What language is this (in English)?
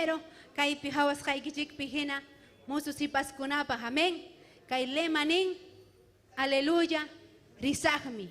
Ayacucho Quechua